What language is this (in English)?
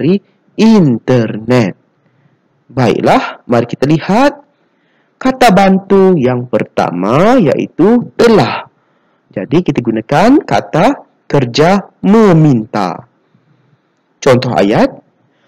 Malay